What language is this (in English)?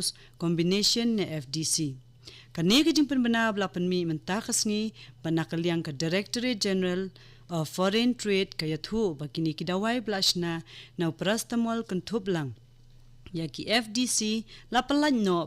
Khasi